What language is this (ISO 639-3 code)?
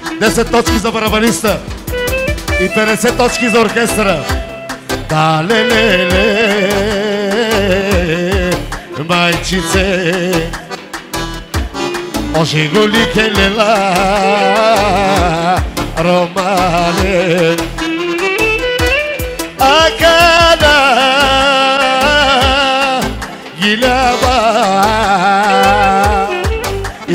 bul